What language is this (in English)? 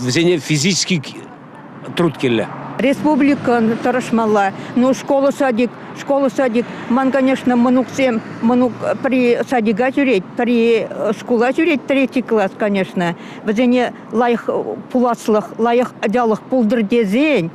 Chuvash